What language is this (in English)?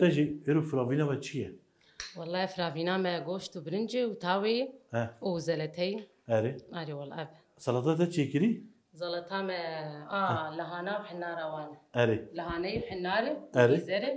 Kurdish